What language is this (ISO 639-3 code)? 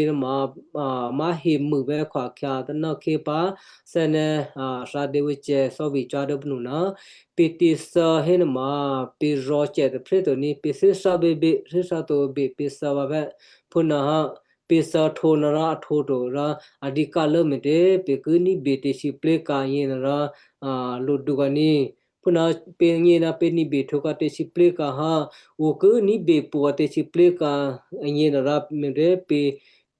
kyu